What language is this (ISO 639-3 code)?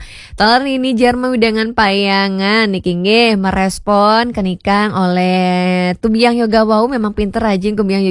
ban